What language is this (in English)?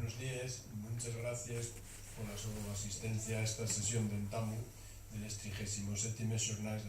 Asturian